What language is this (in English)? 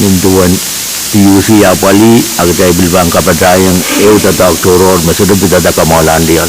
Pohnpeian